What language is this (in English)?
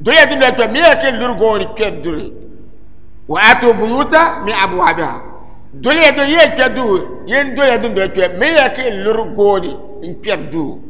Dagbani